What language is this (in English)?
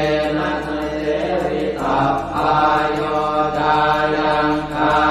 Pali